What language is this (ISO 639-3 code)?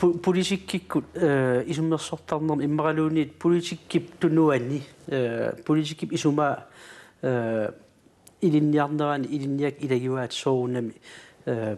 kal